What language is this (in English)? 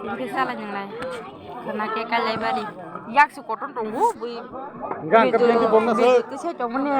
Kok Borok